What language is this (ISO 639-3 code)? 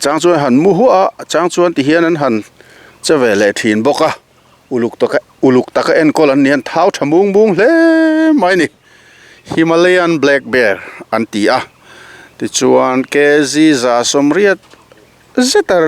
lus